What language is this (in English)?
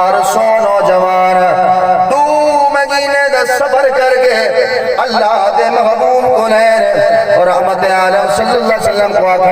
Saraiki